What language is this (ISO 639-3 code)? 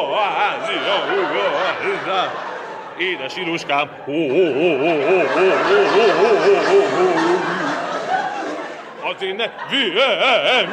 hun